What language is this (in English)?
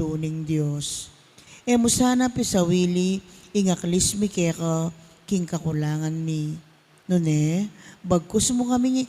Pampanga